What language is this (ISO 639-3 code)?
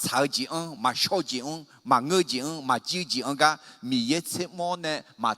ahk